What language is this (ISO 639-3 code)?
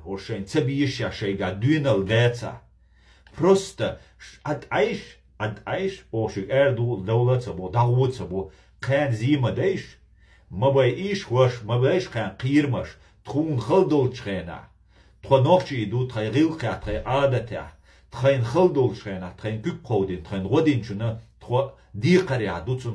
che